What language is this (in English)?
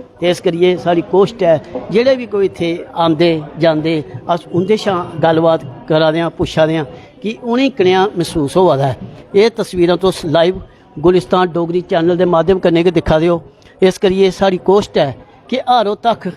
Dogri